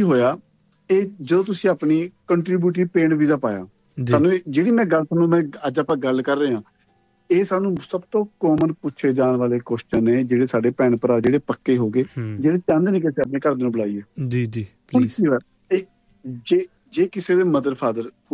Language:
Punjabi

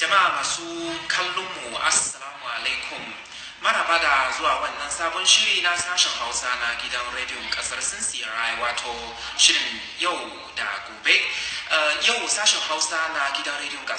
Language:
Hausa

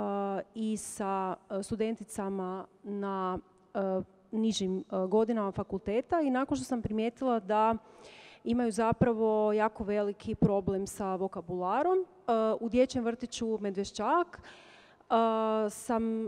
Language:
Croatian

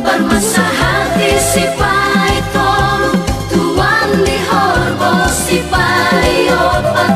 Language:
Batak Toba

